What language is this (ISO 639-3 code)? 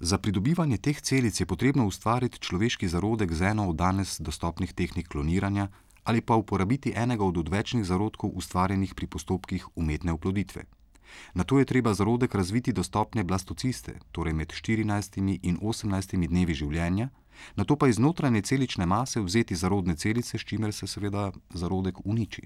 slv